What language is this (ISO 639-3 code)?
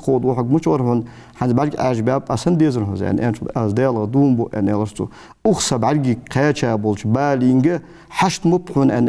inh